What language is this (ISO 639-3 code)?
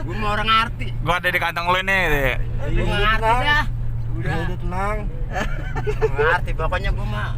bew